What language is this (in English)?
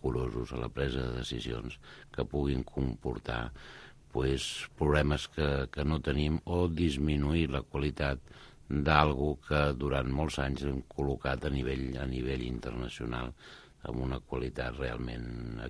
Catalan